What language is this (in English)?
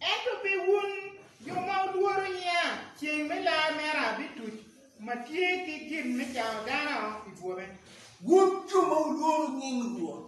Acoli